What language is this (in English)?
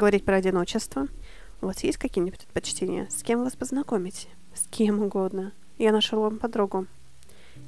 Russian